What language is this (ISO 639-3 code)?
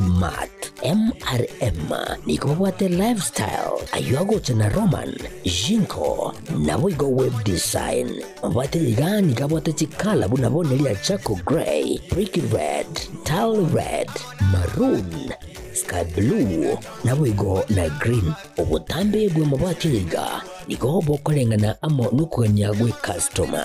guz